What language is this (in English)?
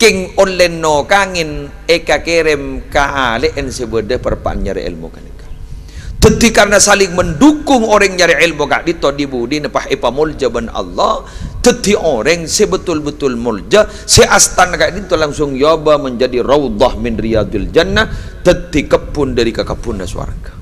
Madurese